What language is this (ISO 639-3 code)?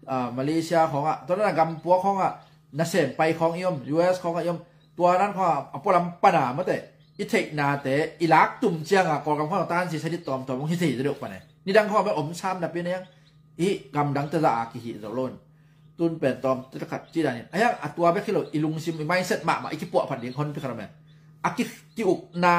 ctd